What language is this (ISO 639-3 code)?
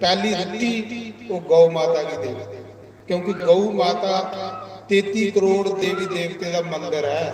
doi